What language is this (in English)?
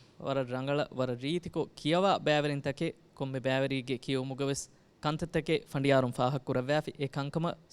Divehi